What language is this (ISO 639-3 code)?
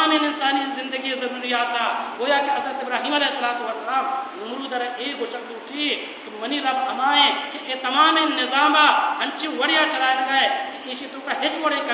bal